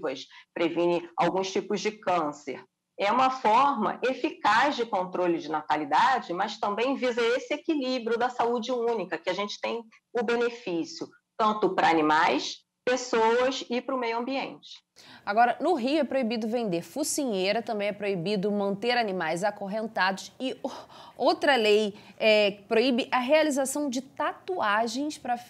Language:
Portuguese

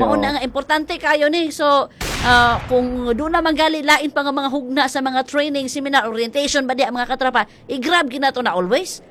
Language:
Cebuano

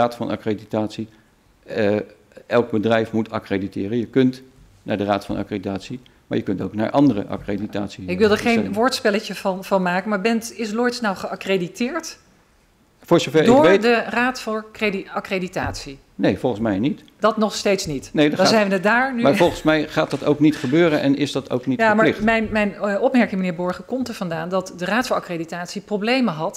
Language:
Dutch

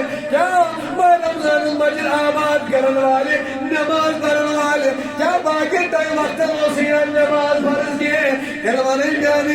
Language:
Kashmiri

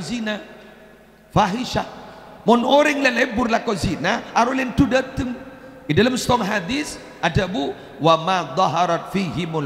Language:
Madurese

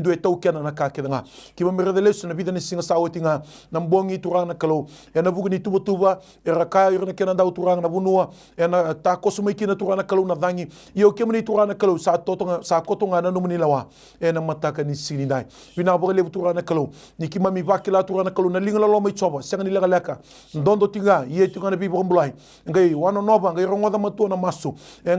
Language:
Fijian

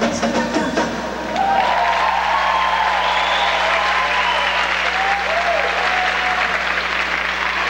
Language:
Portuguese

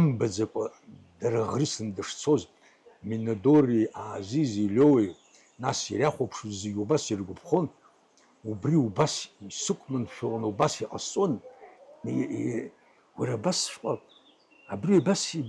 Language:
Abkhazian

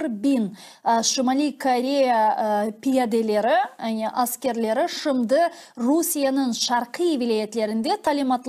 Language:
Crimean Tatar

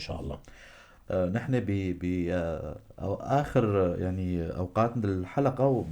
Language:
North Levantine Arabic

